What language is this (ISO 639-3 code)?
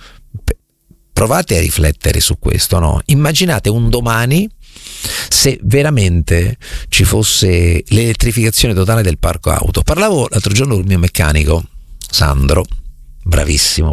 ita